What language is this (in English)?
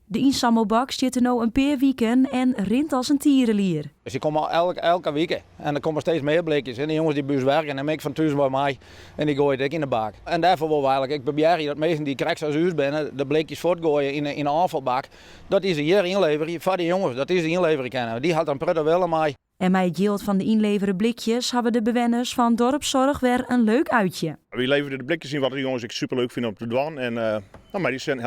Western Frisian